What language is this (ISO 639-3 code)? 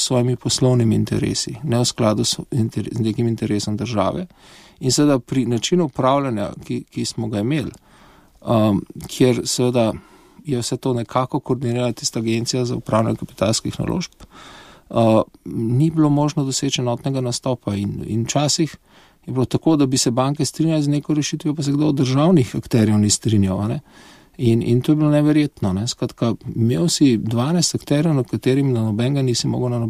slv